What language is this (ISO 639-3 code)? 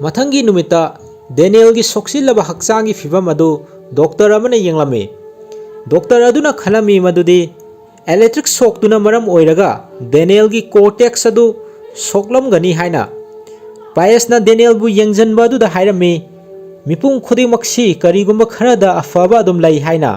mni